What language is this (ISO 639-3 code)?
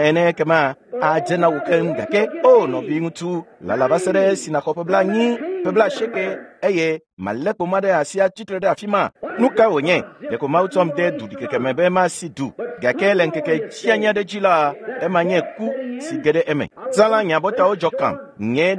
ewe